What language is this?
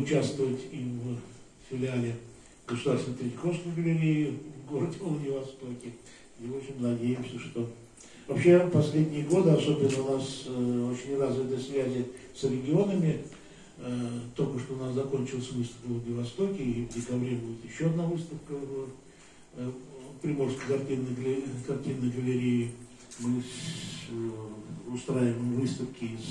Russian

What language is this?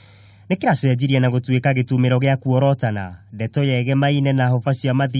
Kikuyu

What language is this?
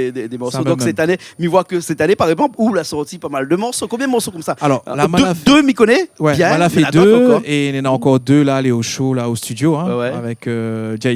Réunion Creole French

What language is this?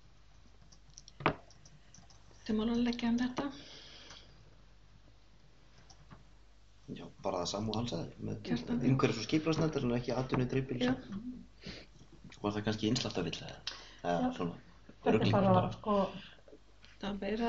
Icelandic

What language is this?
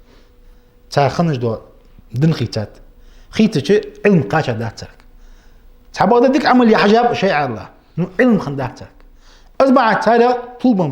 Ingush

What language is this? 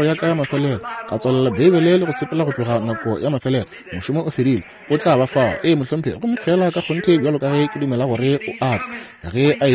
Northern Sotho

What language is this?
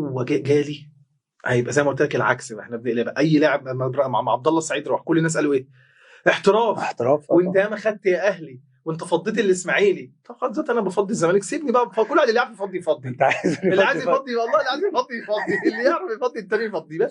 Egyptian Arabic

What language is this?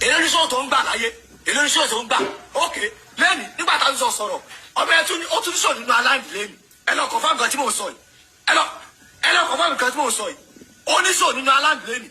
Yoruba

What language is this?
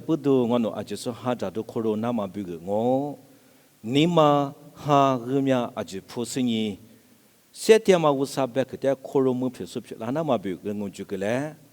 Lisu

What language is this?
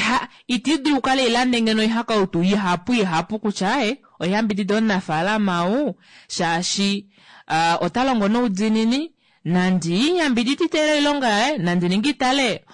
Kuanyama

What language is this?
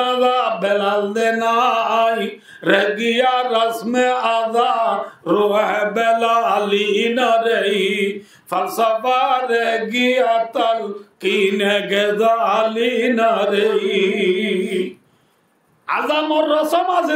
Rohingya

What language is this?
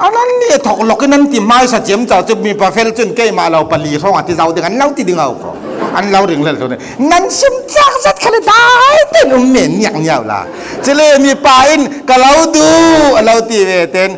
Falam Chin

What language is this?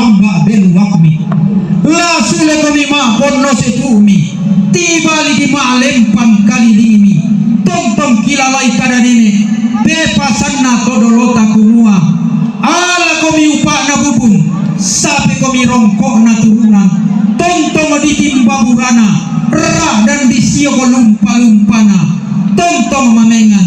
Toraja-Sa'dan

